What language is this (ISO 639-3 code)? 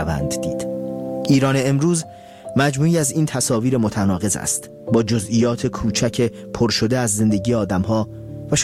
fas